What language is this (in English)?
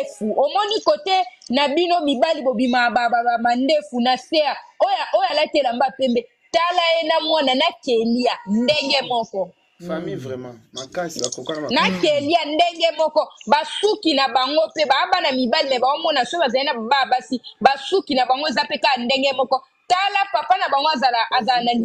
Lingala